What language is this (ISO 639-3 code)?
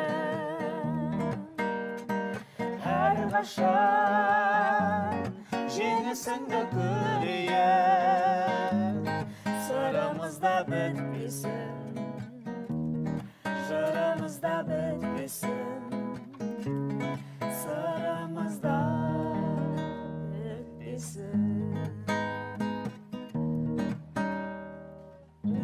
kaz